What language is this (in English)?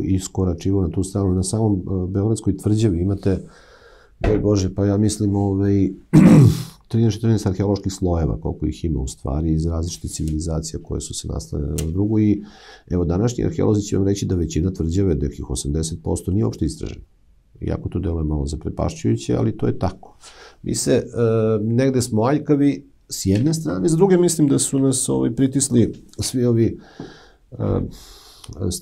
Serbian